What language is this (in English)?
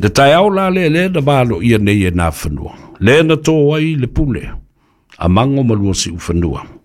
Samoan